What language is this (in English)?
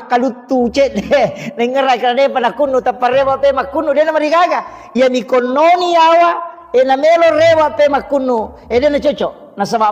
Buginese